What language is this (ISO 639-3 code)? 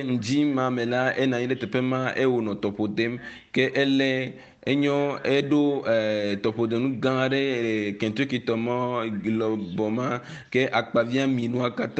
ewe